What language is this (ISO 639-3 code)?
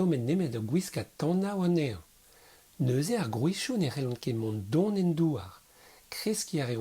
bre